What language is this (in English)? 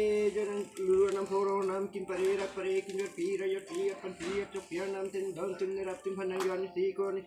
Karbi